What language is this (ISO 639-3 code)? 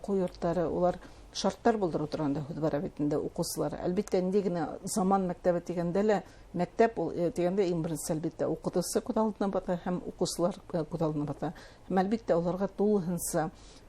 bak